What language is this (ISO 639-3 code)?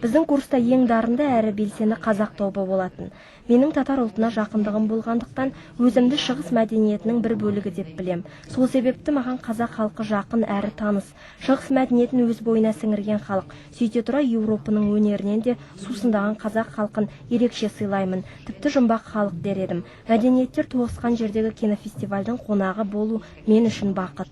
kaz